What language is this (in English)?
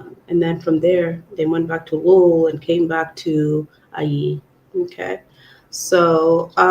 Acoli